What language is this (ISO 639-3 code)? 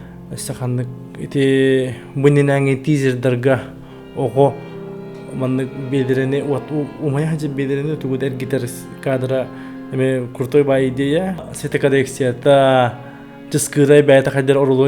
sah